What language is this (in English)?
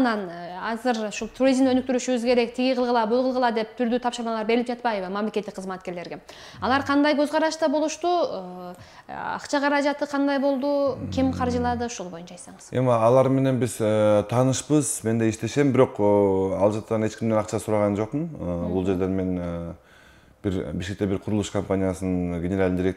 Kyrgyz